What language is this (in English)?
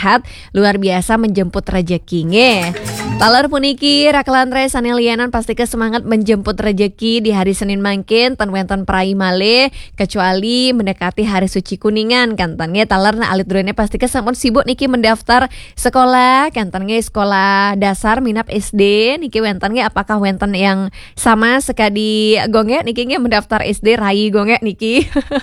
Balinese